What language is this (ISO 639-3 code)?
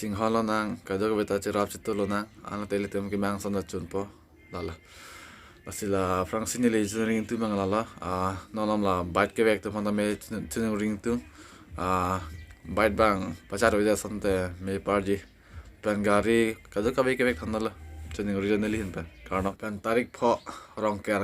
mjw